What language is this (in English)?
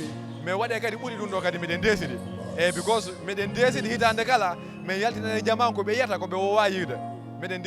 Fula